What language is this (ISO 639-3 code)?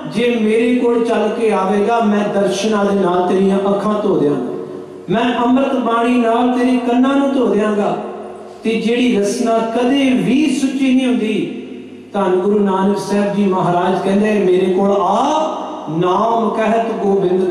pan